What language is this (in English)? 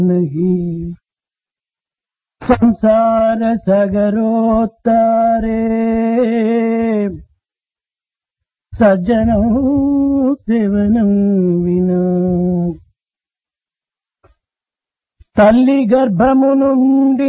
Telugu